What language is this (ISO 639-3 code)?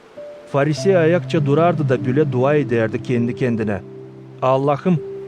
gag